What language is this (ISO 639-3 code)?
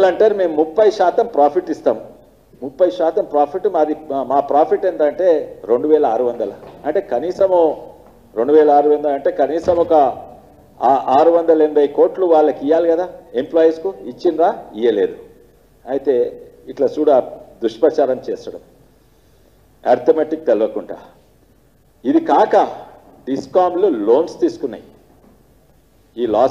tel